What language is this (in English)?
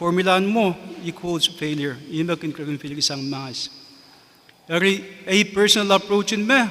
Pohnpeian